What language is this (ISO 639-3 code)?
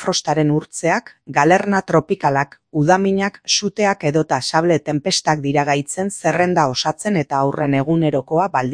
eus